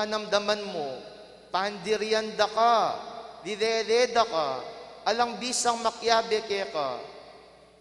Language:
Pampanga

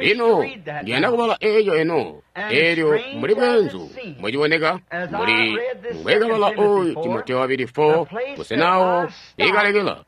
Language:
Tonga (Zambia)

